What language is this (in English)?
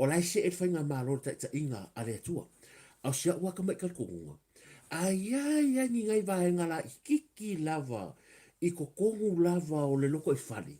Samoan